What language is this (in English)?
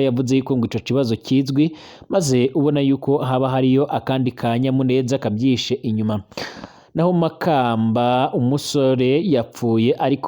Rundi